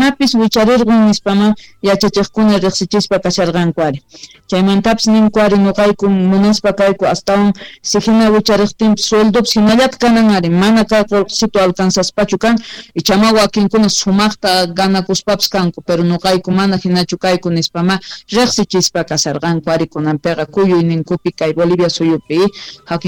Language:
Quechua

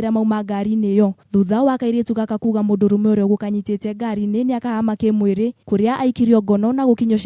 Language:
Kikuyu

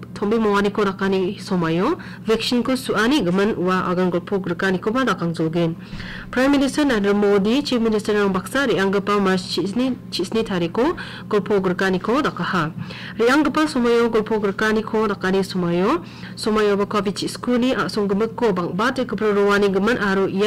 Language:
Garo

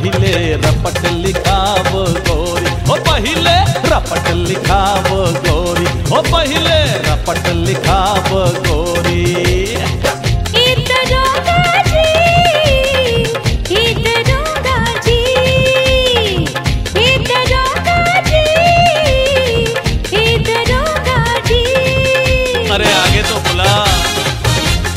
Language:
Bhojpuri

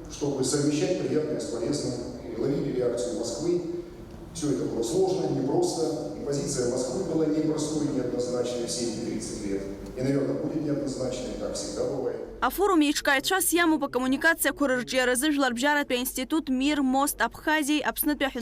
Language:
Abkhazian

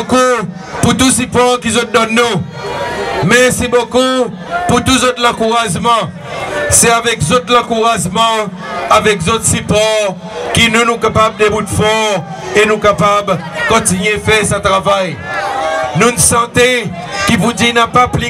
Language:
Seselwa Creole French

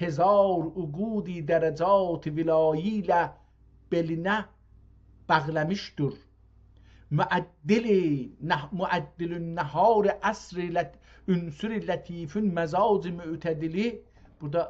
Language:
South Azerbaijani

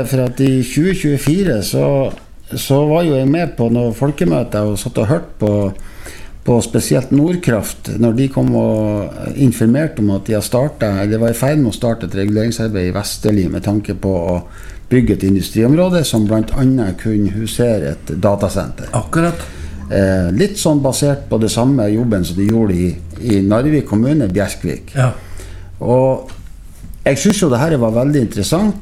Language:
Norwegian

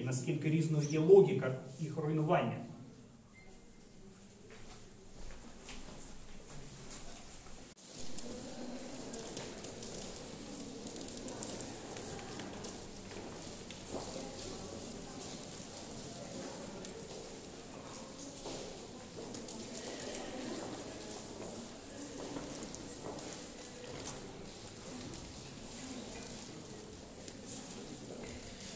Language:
Ukrainian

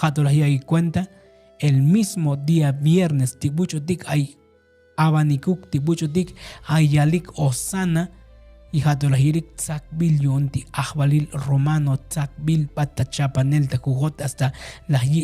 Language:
Tzotzil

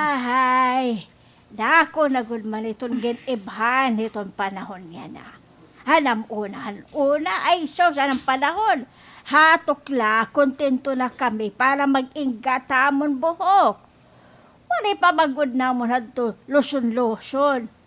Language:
Waray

